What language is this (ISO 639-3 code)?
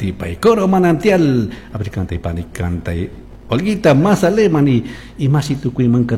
qug